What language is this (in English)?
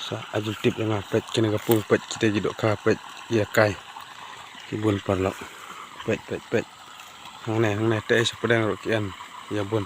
Khasi